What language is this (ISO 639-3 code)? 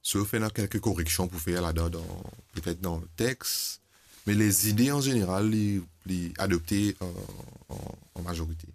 mfe